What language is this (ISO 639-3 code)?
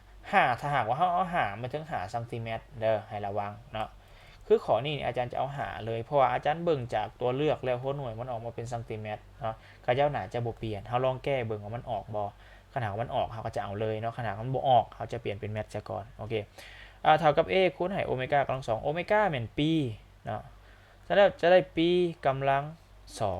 lao